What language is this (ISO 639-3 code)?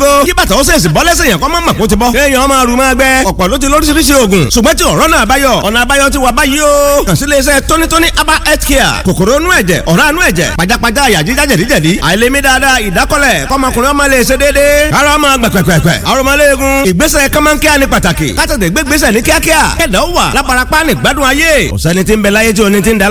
yor